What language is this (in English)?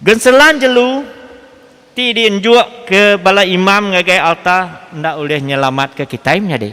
Iban